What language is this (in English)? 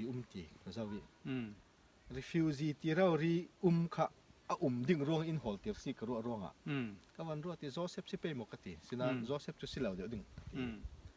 Falam Chin